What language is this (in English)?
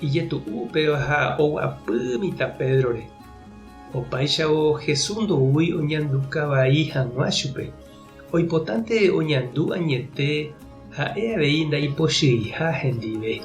Guarani